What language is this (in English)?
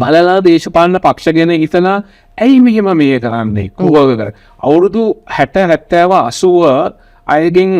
Sinhala